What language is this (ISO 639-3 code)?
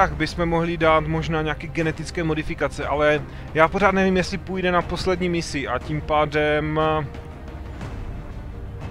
ces